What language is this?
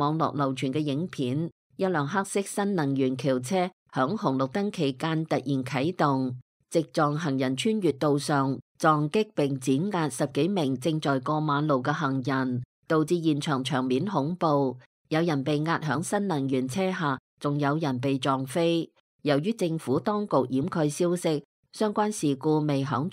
Cantonese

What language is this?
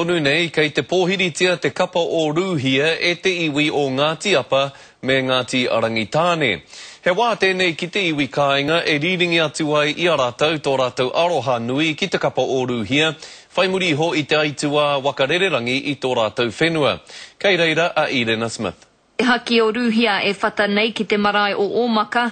Māori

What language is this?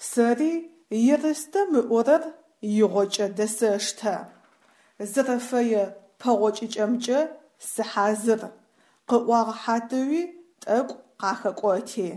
Adyghe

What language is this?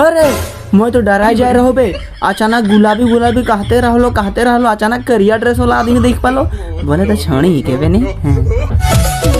Sadri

